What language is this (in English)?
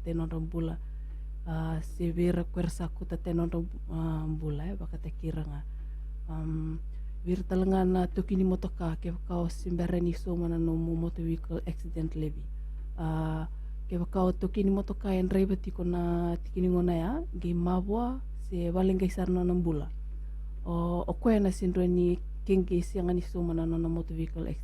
Fijian